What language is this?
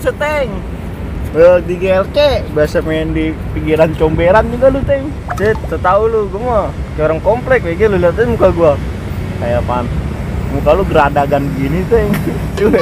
Betawi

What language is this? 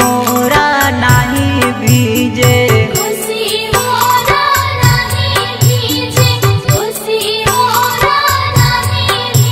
Bhojpuri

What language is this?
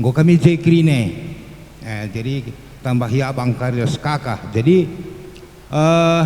Batak Karo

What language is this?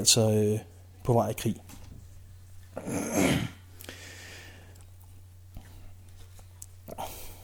Danish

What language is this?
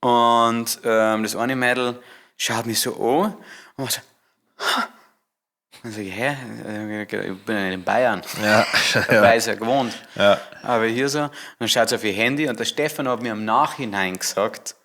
Bavarian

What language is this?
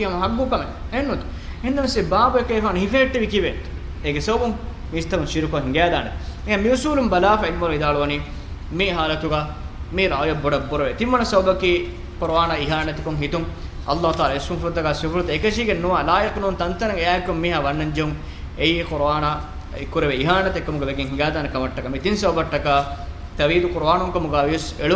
Divehi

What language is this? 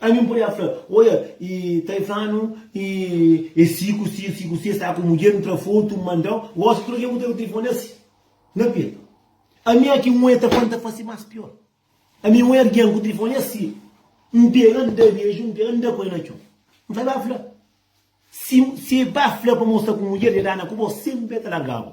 Kabuverdianu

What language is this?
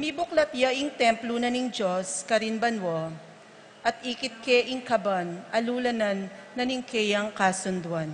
Pampanga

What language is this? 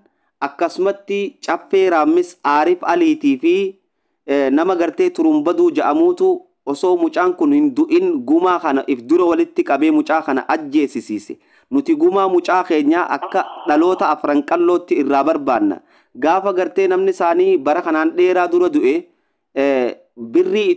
Oromo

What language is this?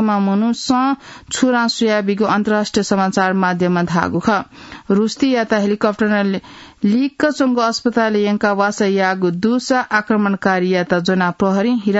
Newari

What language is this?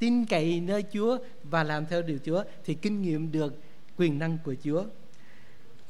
Vietnamese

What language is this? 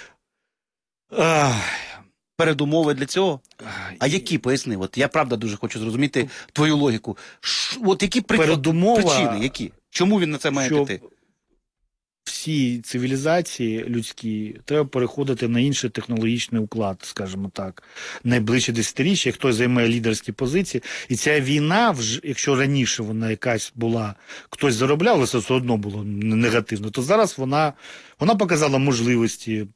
Ukrainian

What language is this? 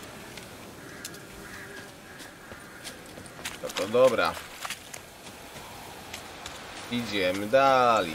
Polish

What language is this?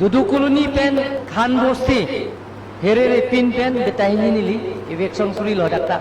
Karbi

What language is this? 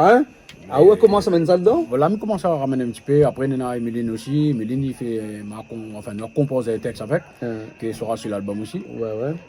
Réunion Creole French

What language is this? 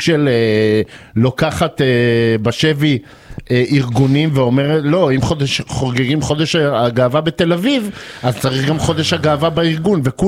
Hebrew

